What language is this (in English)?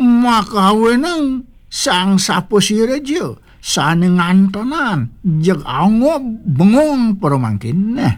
Balinese